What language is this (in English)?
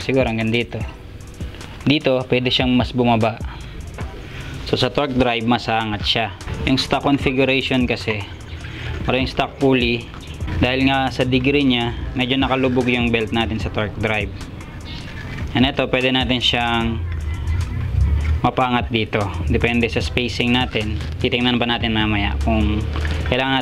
Filipino